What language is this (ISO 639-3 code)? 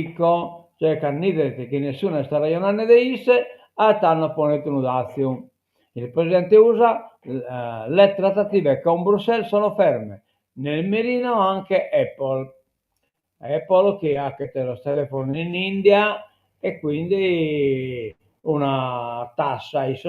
srd